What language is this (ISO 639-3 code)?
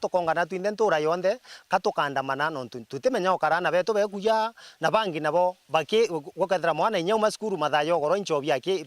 mer